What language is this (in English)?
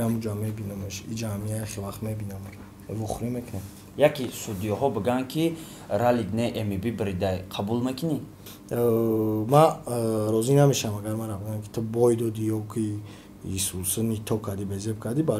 Tajik